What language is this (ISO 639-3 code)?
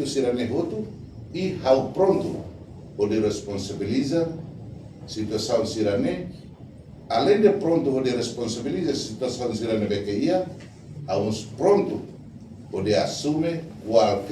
tet